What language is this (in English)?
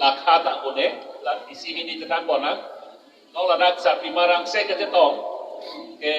Karbi